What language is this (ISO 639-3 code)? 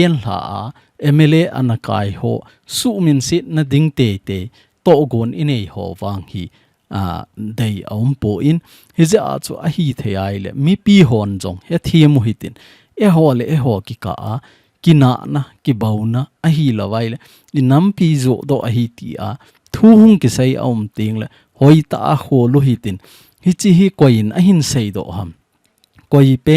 tcz